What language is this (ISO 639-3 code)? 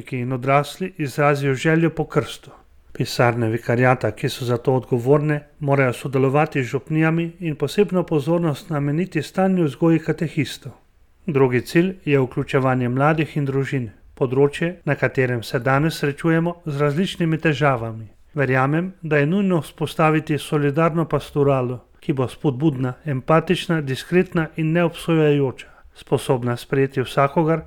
slv